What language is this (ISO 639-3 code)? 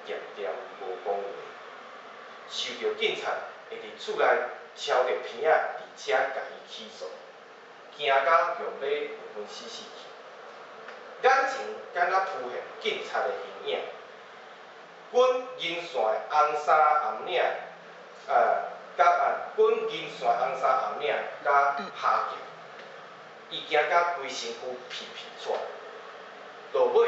nan